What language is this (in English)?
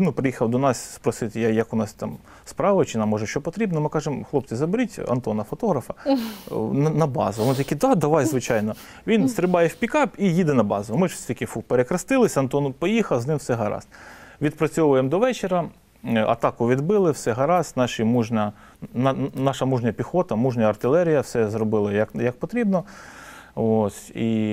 Ukrainian